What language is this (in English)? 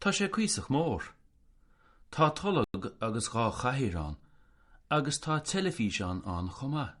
Irish